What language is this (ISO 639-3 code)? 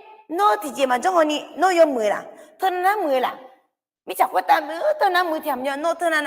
ahk